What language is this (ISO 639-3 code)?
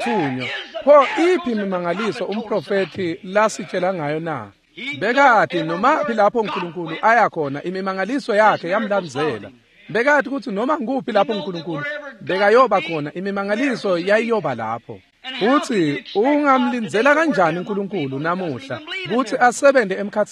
ssw